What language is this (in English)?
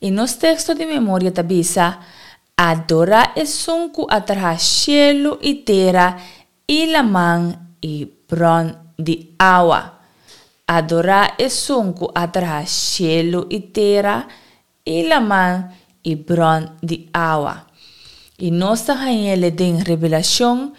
Papiamento